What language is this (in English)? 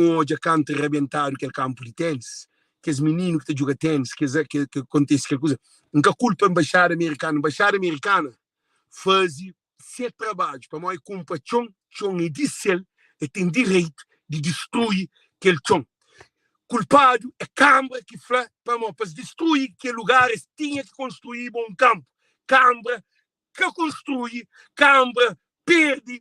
Kabuverdianu